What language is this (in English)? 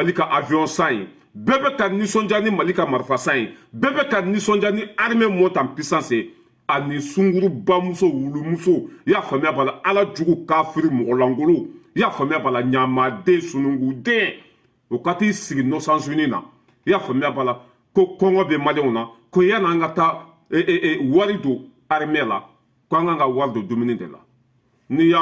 Bambara